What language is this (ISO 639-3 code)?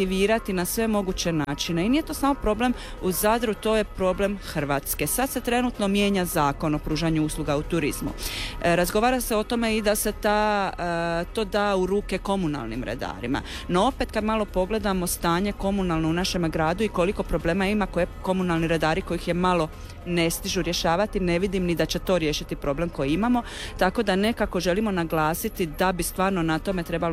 hrv